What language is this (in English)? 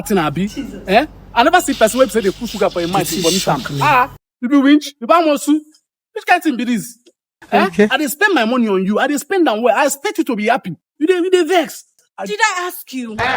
Nigerian Pidgin